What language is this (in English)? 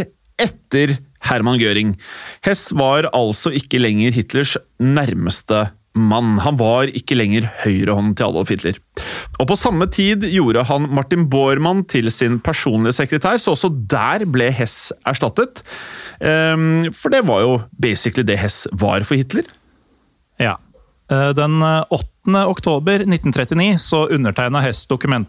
Norwegian